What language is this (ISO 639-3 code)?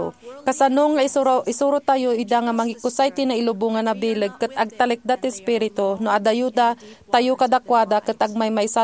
ilo